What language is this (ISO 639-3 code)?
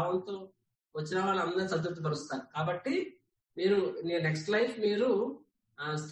tel